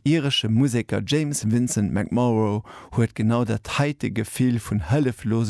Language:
Luxembourgish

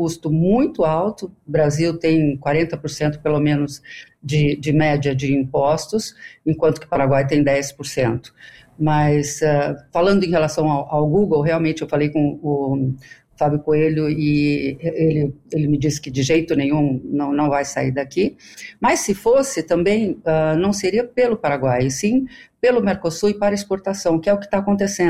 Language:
Portuguese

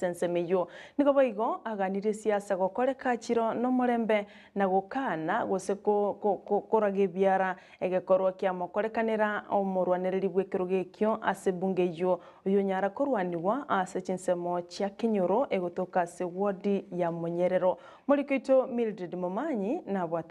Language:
Gusii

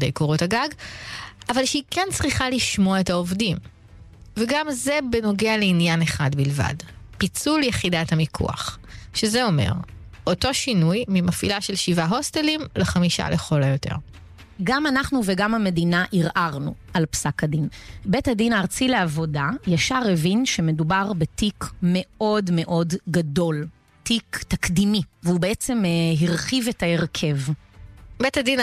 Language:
Hebrew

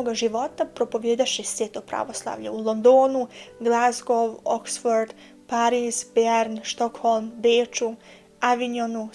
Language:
Bosnian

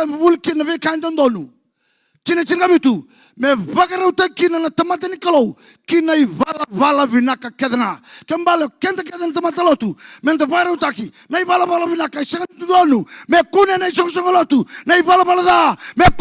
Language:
Fijian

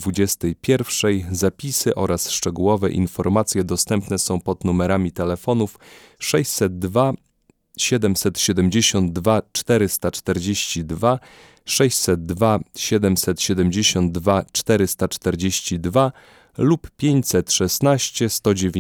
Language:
Polish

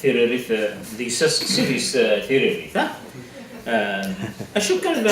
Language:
Kabyle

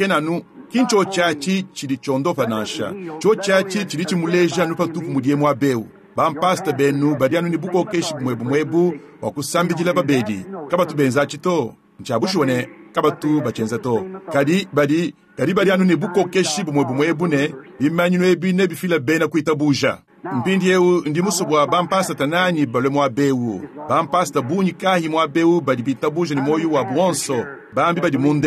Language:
Luba-Lulua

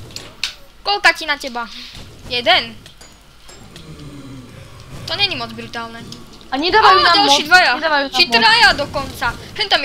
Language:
Slovak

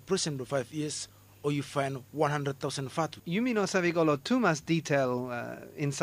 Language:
Bislama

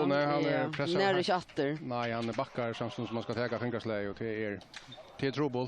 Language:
Faroese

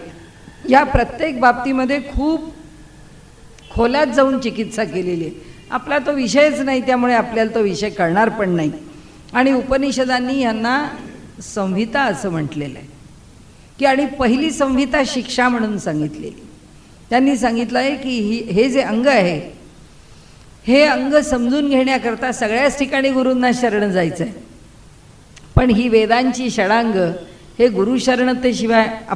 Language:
Marathi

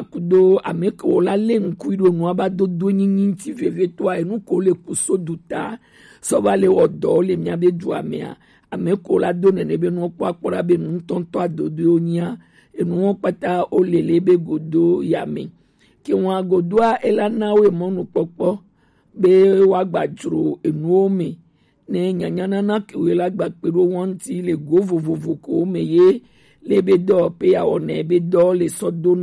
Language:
Gen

